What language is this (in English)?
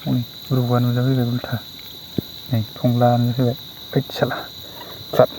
Bodo